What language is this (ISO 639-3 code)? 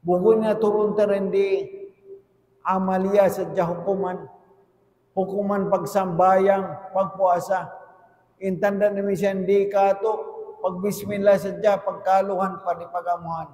tsg